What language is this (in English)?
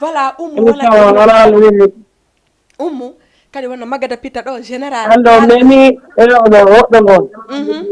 Fula